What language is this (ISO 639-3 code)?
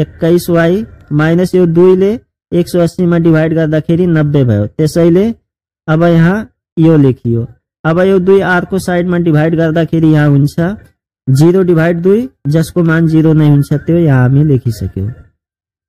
nep